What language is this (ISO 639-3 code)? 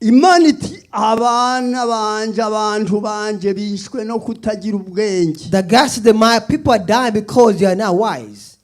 kin